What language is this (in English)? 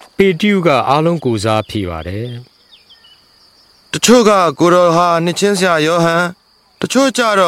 Burmese